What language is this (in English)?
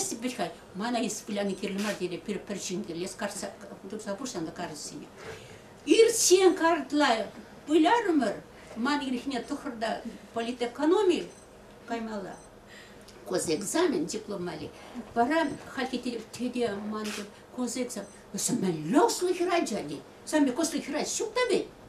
Chuvash